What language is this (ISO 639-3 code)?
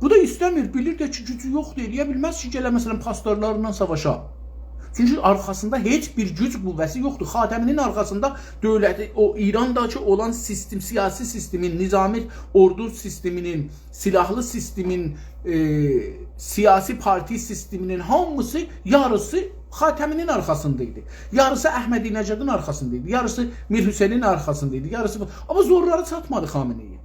azb